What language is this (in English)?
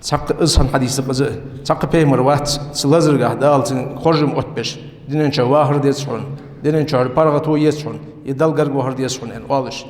Ingush